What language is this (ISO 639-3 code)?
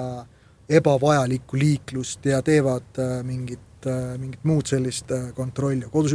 est